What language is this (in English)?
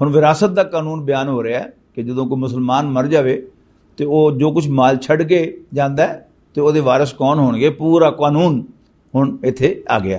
Western Panjabi